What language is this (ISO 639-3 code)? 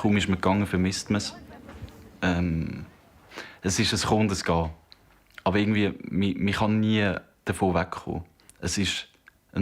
gsw